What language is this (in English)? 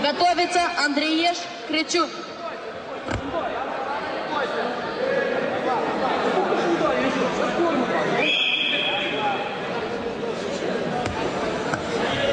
Romanian